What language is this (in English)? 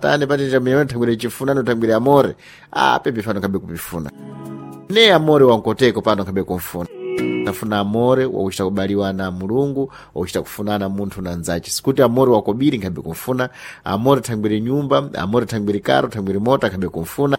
Sena